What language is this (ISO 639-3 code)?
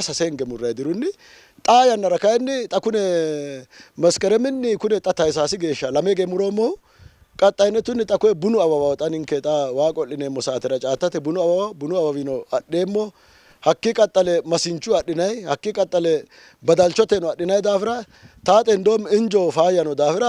sid